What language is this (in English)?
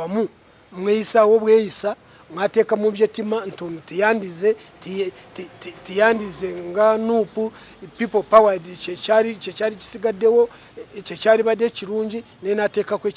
Ganda